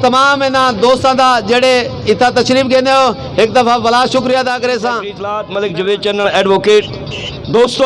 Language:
Saraiki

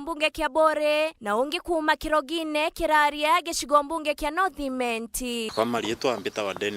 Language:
Meru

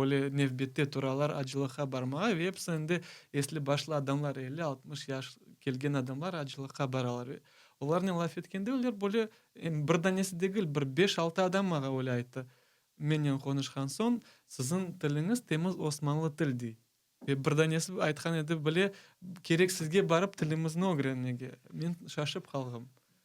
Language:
Crimean Tatar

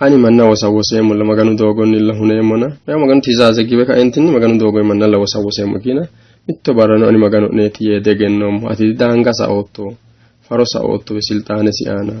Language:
Sidamo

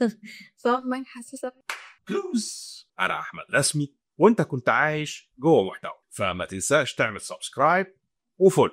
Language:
Egyptian Arabic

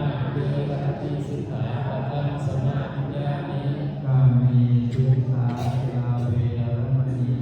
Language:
Pali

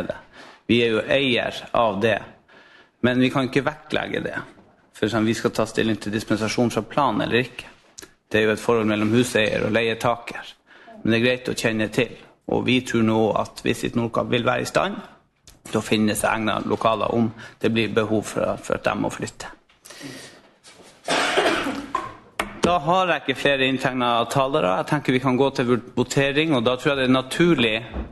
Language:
Norwegian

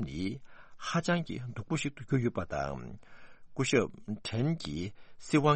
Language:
Tibetan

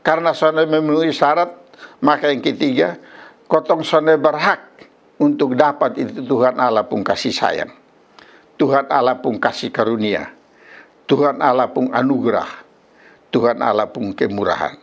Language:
Kupang Malay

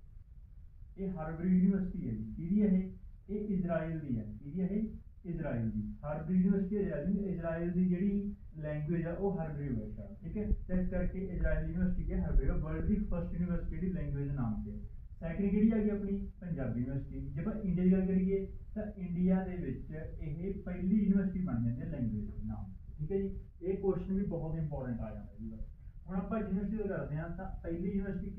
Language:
Punjabi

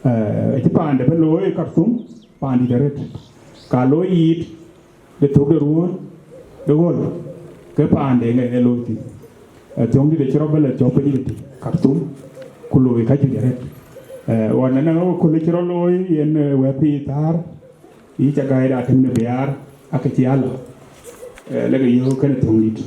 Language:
Dinka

